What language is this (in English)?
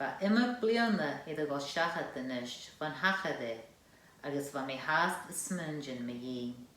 Scottish Gaelic